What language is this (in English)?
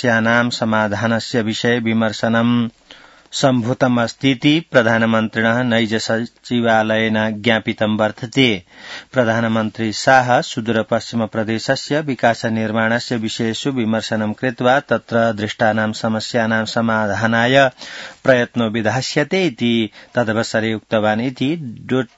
Sanskrit